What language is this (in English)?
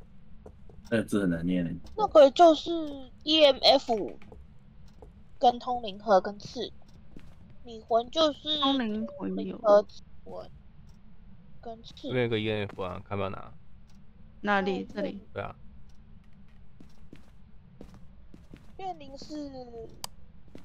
Chinese